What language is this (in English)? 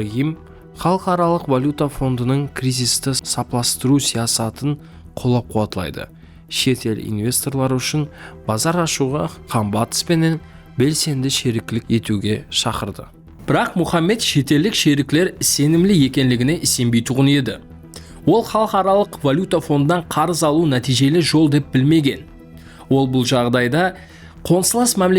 Kara-Kalpak